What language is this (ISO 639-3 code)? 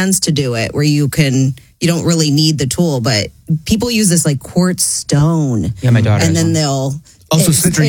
eng